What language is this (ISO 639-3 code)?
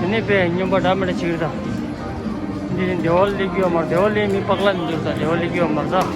bod